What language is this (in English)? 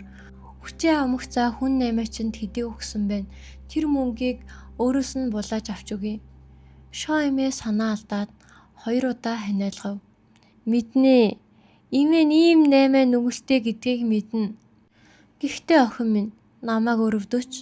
Mongolian